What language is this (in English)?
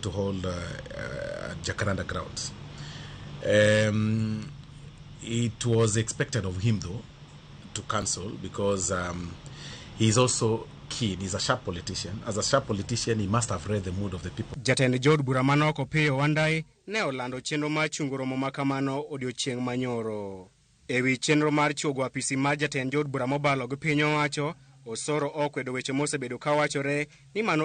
Luo (Kenya and Tanzania)